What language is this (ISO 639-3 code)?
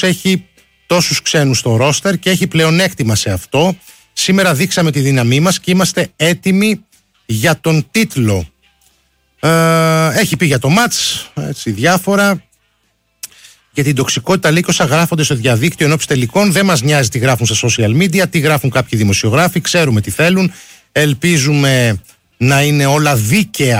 ell